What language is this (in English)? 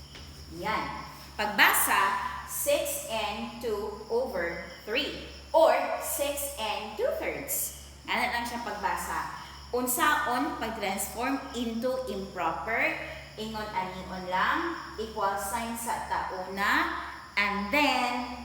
Cebuano